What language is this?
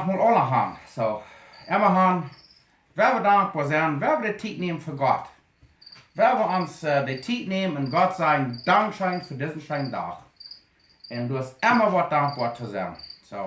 Plautdietsch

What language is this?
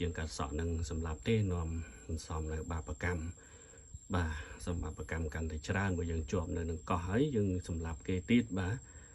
Khmer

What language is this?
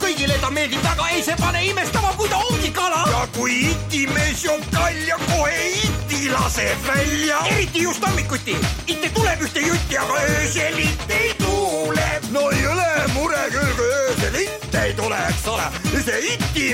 Estonian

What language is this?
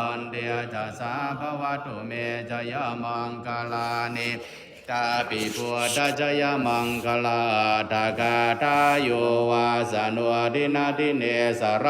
Pali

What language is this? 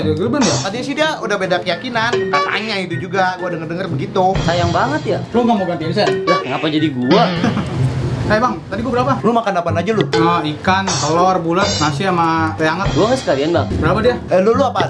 Betawi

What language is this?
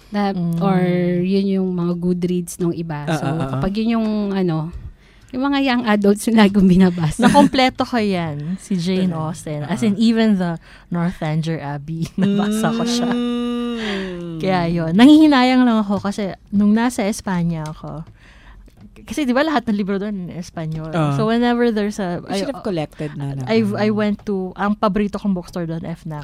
Filipino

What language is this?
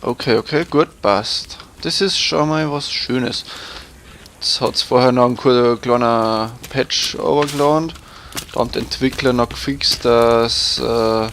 Bavarian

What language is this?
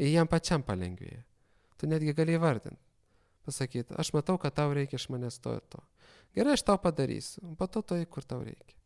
Lithuanian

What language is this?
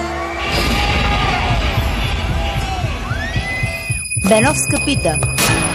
Bulgarian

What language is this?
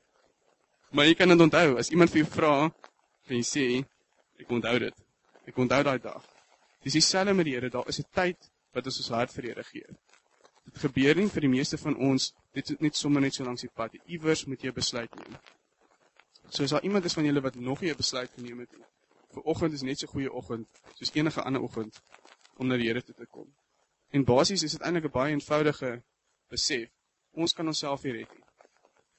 Afrikaans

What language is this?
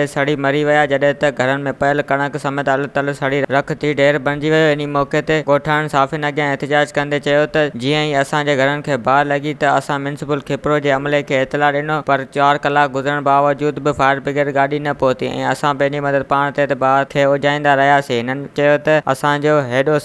Sindhi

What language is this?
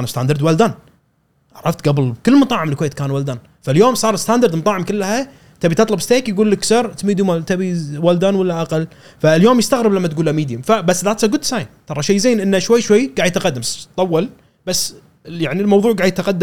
Gulf Arabic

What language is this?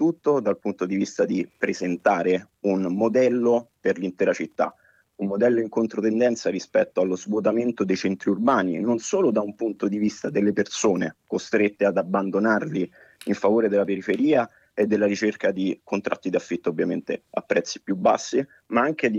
Italian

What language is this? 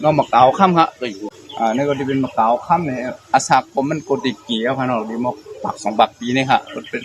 Shan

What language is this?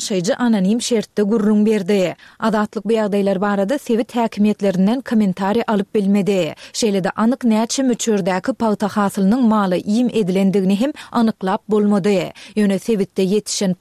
Turkmen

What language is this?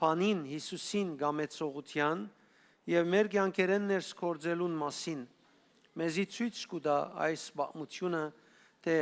Western Armenian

